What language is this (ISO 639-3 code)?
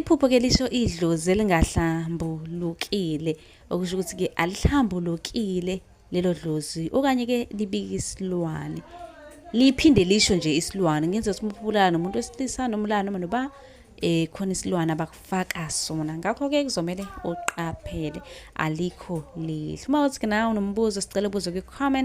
zul